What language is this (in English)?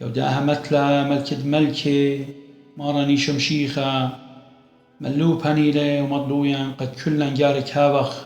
Assyrian Neo-Aramaic